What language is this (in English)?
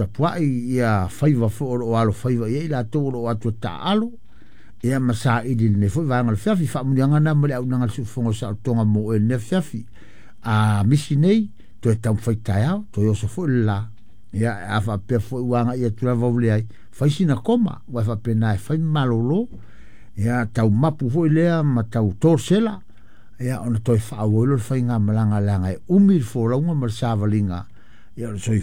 Samoan